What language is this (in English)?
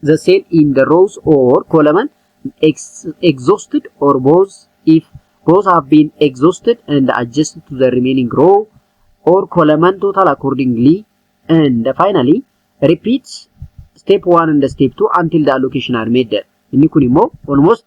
Oromo